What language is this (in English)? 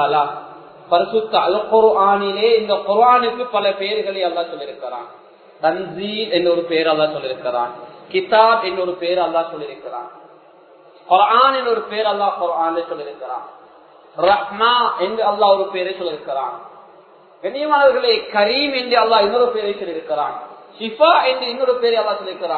Tamil